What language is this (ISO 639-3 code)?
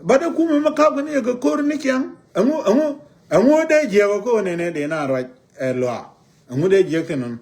nus